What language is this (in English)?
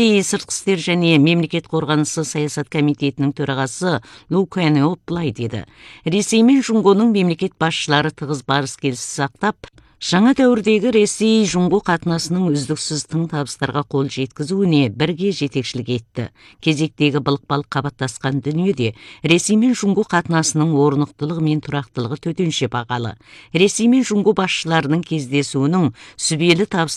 Kazakh